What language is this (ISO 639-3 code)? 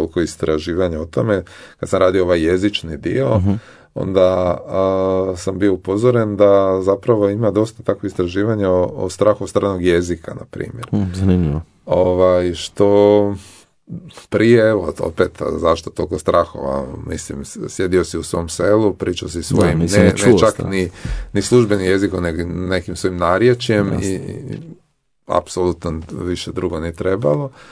hrv